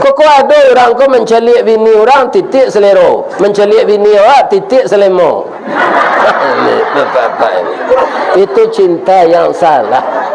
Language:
Minangkabau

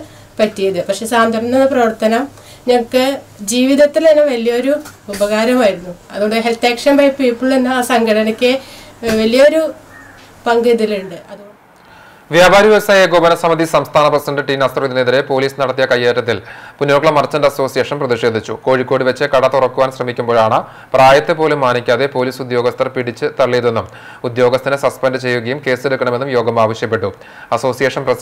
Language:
Malayalam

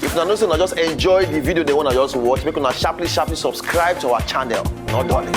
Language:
Nigerian Pidgin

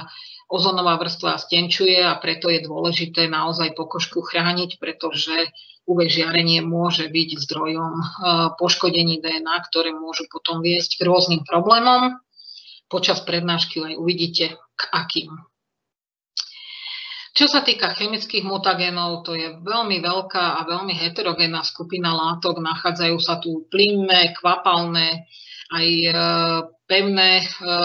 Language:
Slovak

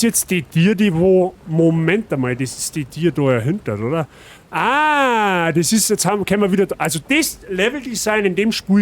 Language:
Bavarian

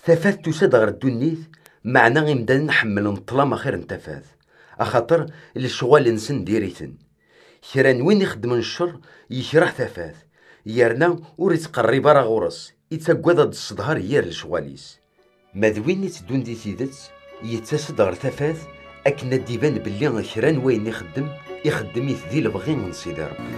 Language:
Kabyle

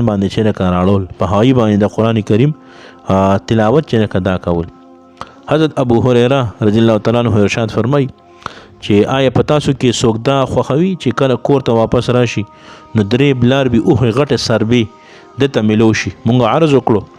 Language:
Pashto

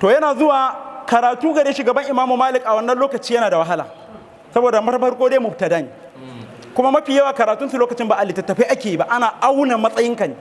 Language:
Hausa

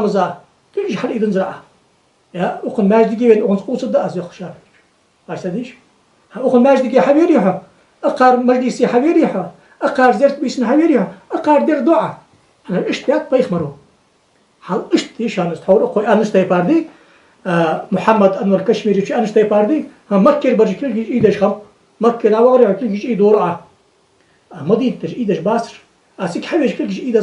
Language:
Ingush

